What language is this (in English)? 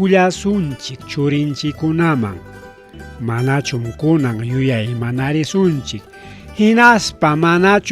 Ayacucho Quechua